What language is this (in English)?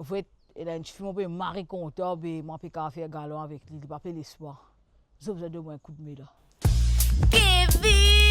Morisyen